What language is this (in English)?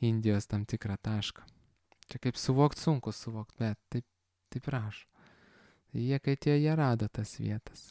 Lithuanian